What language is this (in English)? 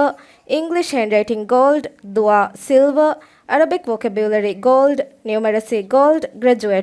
Divehi